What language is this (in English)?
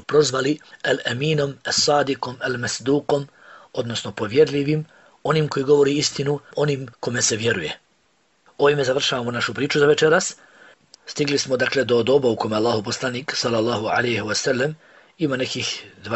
Bosnian